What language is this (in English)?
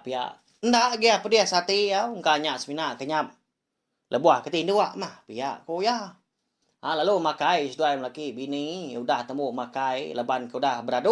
Iban